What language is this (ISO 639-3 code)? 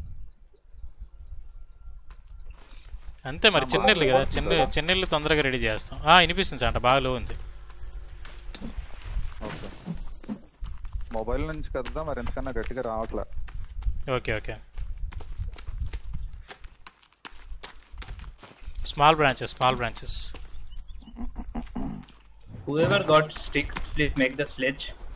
tel